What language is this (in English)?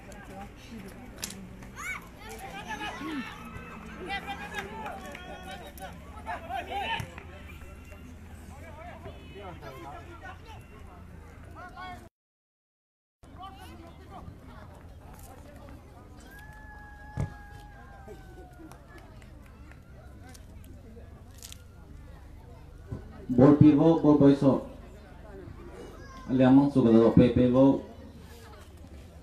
Malay